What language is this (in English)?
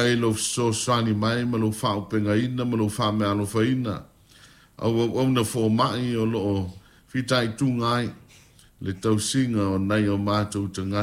Samoan